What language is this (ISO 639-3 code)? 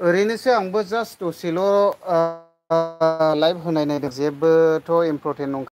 brx